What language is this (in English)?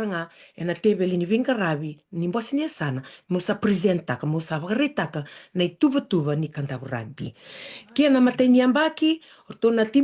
Fijian